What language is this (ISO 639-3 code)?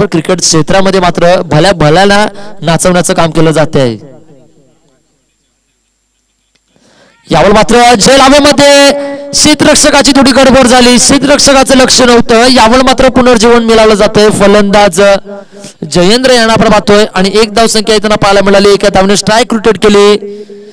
mar